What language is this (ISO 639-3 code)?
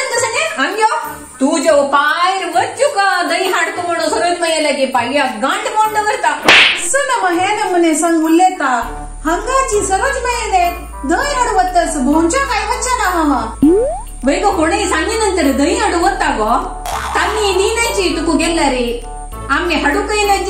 kok